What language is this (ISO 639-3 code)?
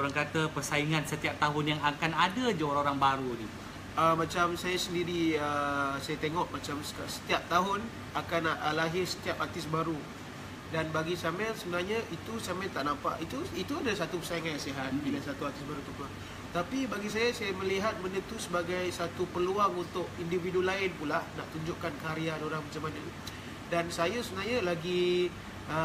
msa